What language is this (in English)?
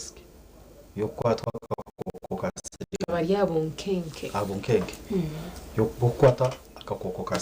Nyankole